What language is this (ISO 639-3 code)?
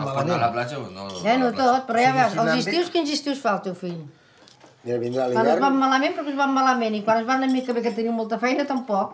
cat